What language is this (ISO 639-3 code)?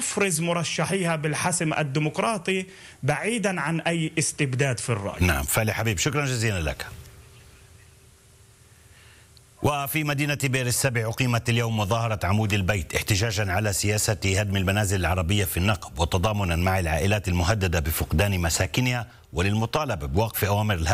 ara